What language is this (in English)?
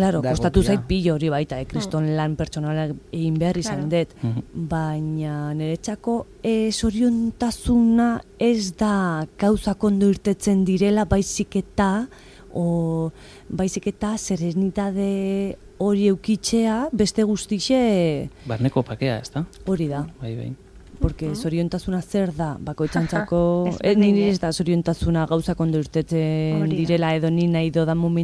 Basque